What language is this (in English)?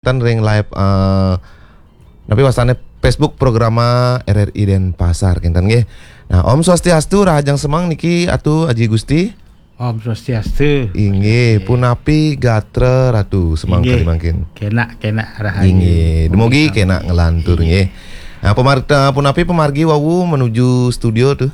Balinese